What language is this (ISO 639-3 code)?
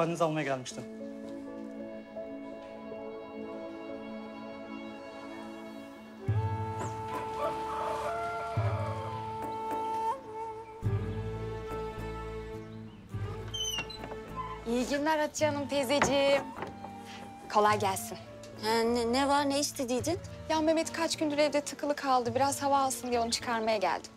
tur